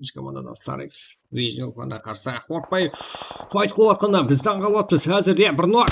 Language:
Kara-Kalpak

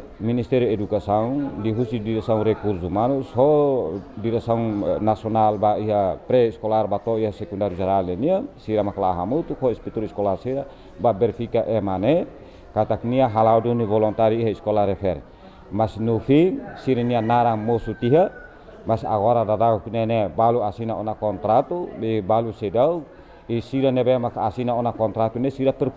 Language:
Tetum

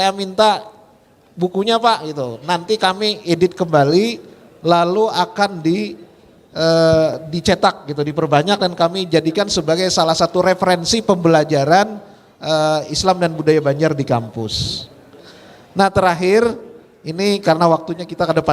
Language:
Banjar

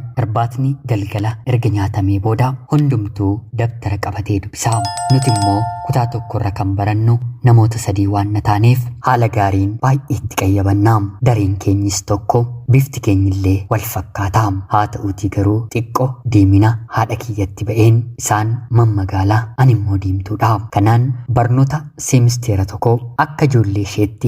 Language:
Oromo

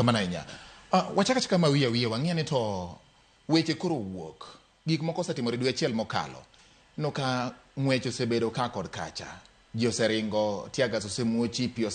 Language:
Luo (Kenya and Tanzania)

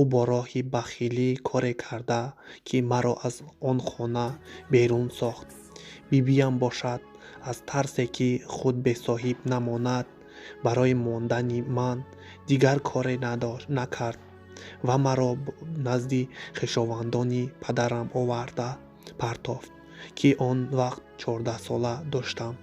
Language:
Tajik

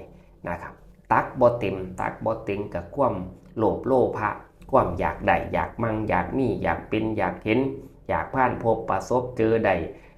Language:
Northeastern Thai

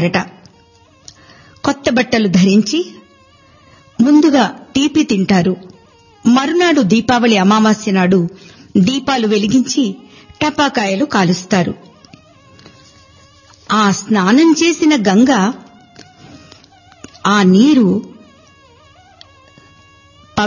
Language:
Telugu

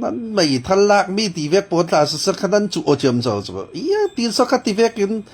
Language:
Falam Chin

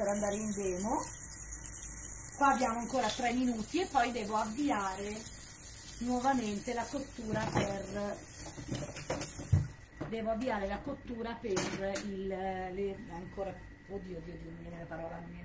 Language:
Italian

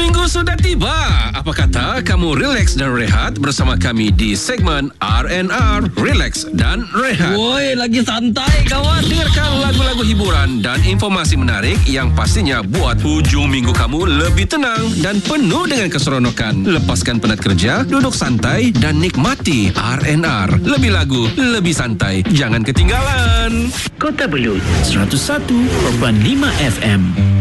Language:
Malay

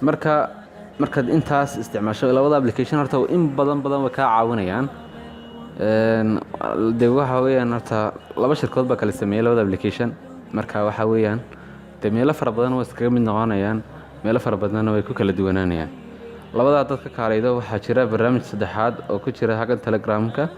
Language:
Somali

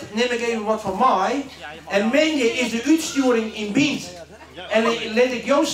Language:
Western Frisian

